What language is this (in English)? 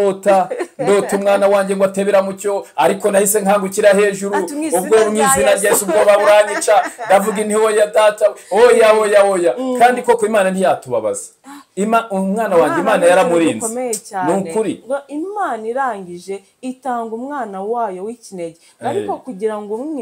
Kinyarwanda